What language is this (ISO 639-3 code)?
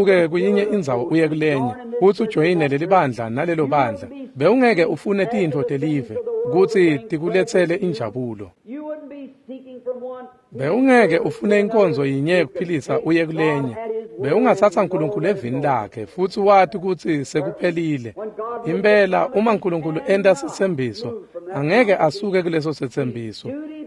ssw